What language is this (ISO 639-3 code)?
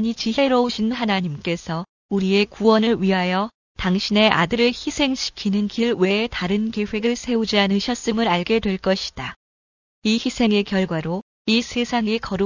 kor